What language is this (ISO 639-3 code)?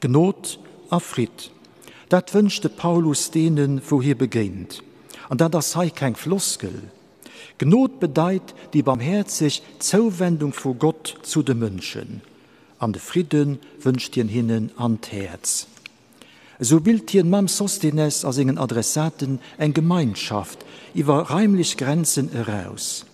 ltz